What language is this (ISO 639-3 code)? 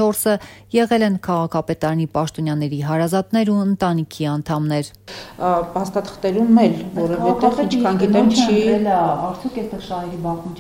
hye